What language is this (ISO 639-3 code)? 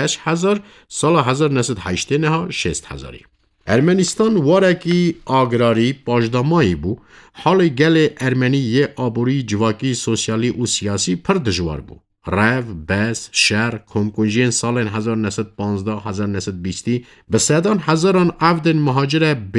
kur